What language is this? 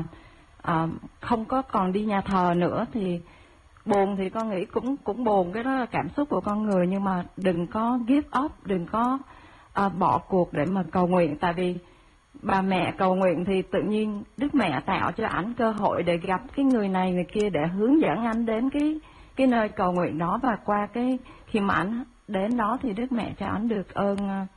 Vietnamese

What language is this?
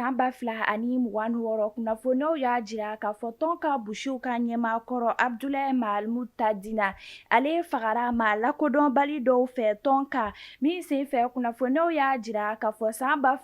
Bambara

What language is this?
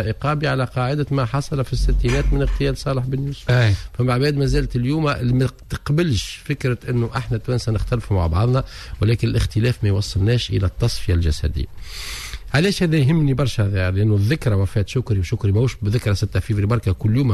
Tunisian Arabic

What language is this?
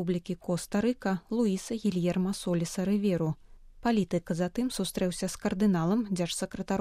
Belarusian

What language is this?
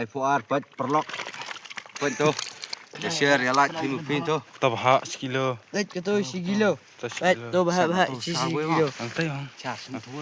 Khasi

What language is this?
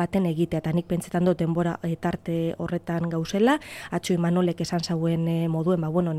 Basque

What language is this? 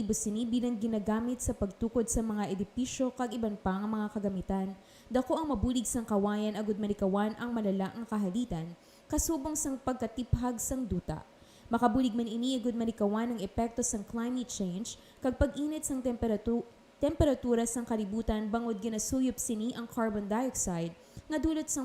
Hiligaynon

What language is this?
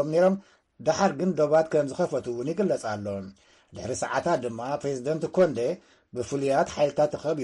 Tigrinya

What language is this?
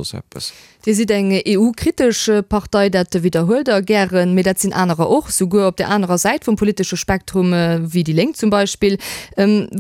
Luxembourgish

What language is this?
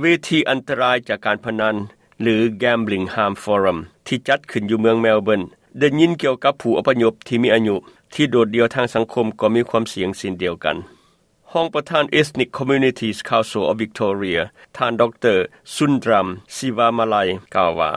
Lao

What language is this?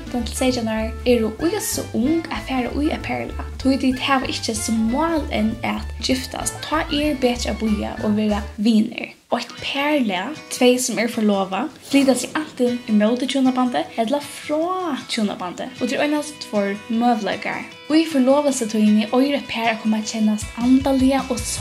Faroese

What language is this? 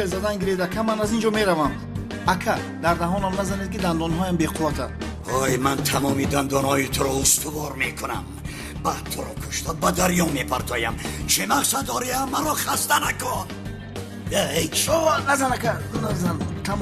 Tajik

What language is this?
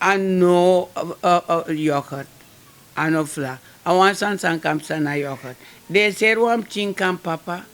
Sranan Tongo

